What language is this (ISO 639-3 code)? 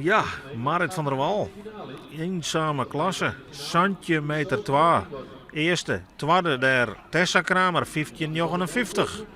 fry